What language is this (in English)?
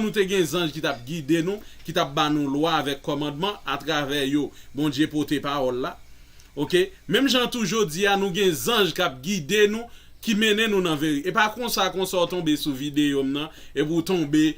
Haitian Creole